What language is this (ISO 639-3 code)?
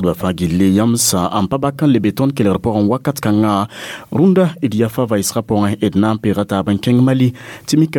mos